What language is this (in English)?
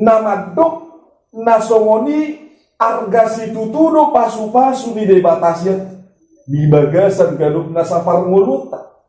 Batak Toba